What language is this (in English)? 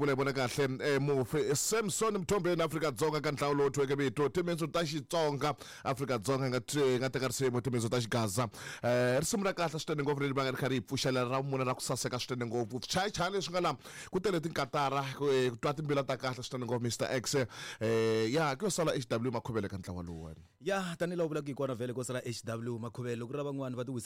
Tsonga